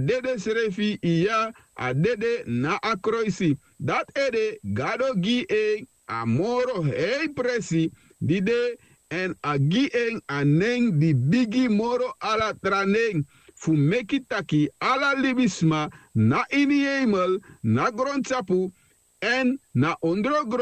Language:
Sranan Tongo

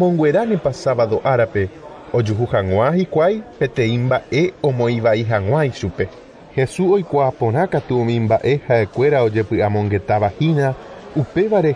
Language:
Guarani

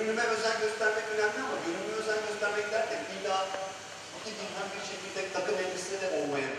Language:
Turkish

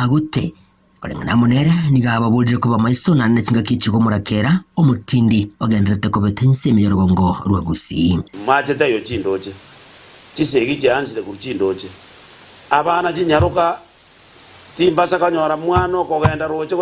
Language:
Gusii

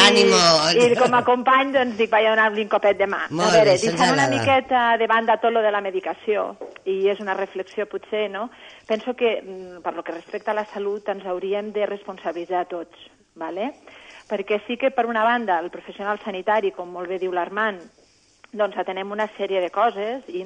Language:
Catalan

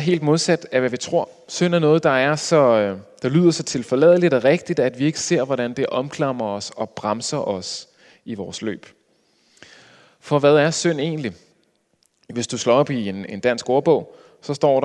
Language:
Danish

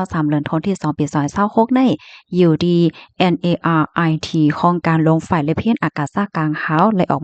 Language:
Shan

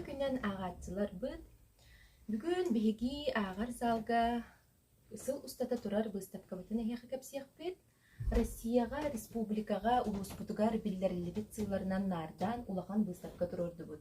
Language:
Yakut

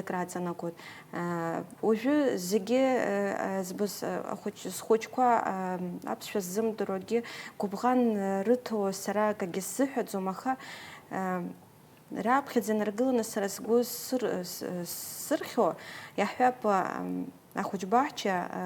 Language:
Abkhazian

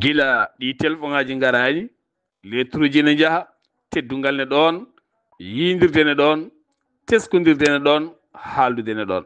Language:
Fula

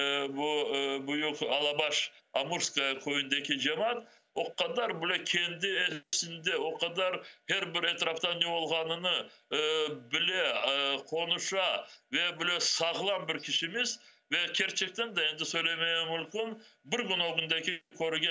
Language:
Crimean Tatar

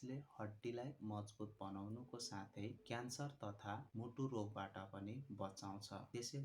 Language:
Nepali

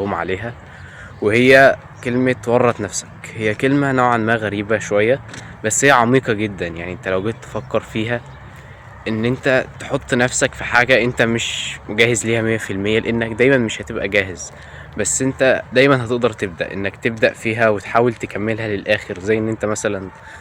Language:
Egyptian Arabic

